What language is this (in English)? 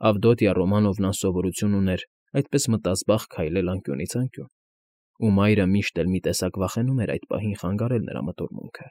Armenian